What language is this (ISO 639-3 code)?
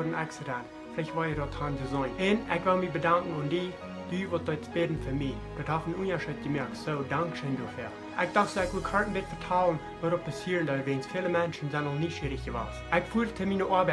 pdt